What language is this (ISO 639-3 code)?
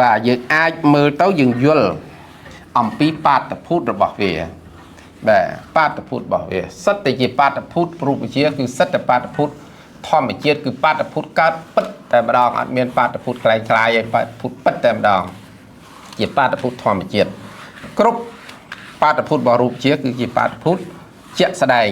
khm